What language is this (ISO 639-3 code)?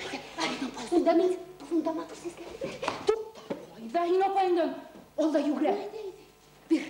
bak